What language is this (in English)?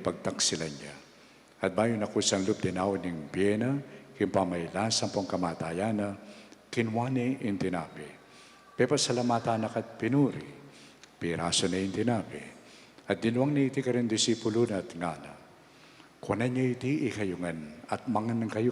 Pampanga